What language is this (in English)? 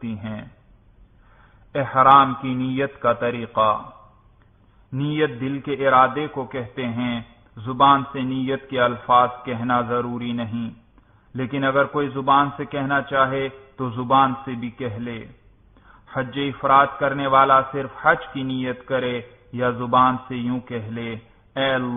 Urdu